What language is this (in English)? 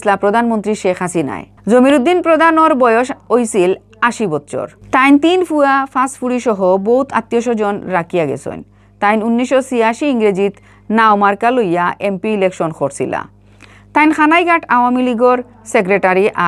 Sylheti